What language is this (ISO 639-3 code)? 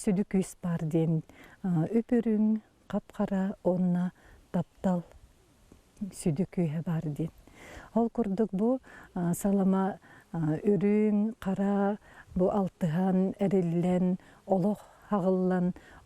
sah